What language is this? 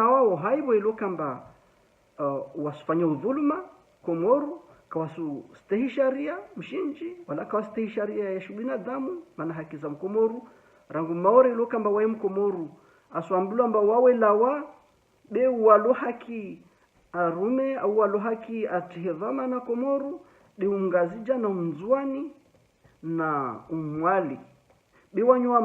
Ngazidja Comorian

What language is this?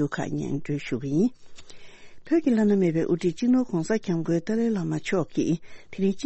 Tibetan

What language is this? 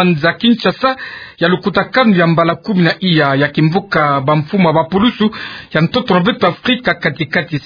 Kituba (Democratic Republic of Congo)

